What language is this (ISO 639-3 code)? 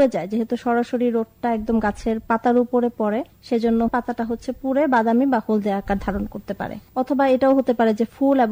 ben